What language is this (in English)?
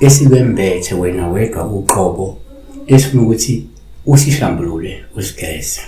Zulu